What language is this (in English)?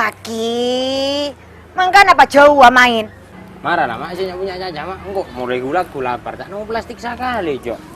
Madurese